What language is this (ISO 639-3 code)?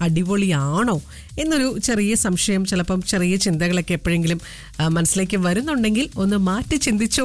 mal